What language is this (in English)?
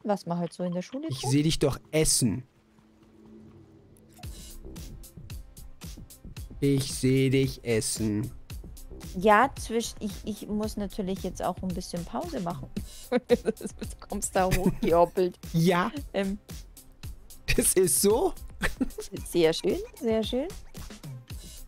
German